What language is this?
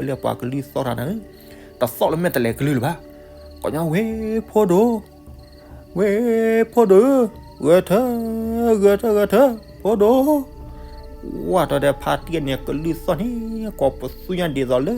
S'gaw Karen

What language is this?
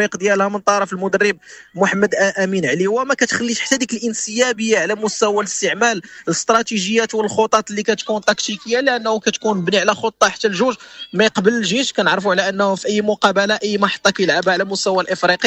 Moroccan Arabic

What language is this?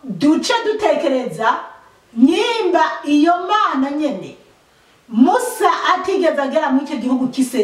Rundi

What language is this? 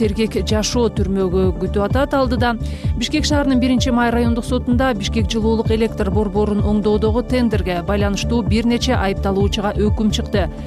Kyrgyz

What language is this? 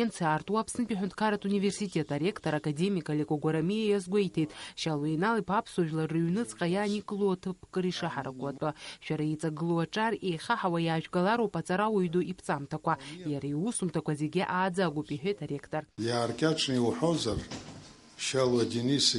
Abkhazian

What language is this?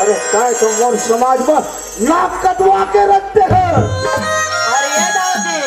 Chhattisgarhi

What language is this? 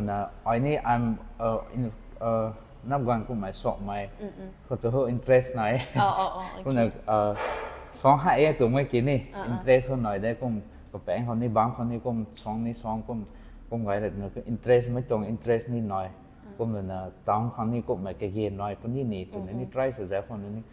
Rongmei Naga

